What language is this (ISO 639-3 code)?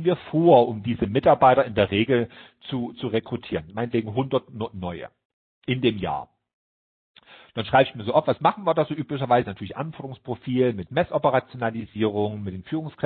deu